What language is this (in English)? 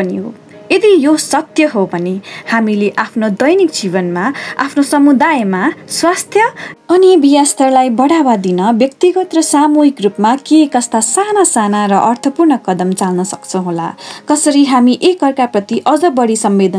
Nepali